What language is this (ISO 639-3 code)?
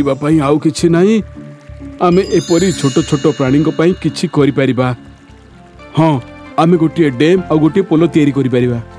ori